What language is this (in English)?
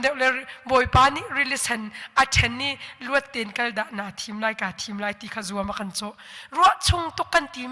Hakha Chin